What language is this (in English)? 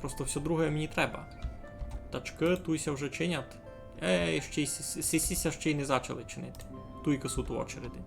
Rusyn